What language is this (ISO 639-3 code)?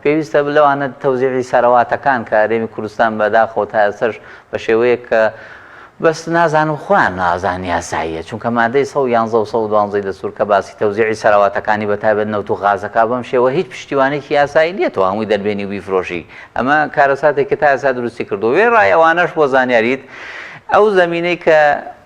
ckb